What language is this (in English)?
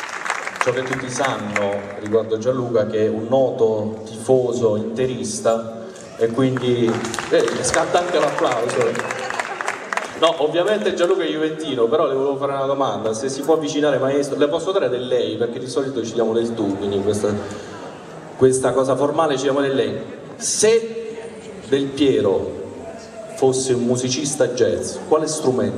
Italian